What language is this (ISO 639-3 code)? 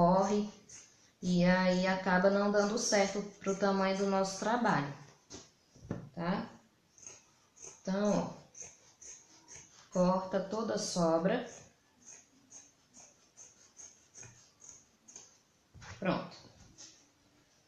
por